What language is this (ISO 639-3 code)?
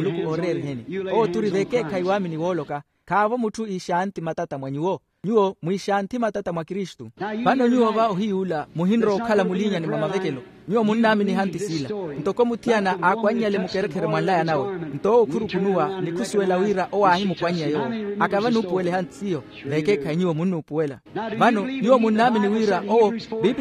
vmw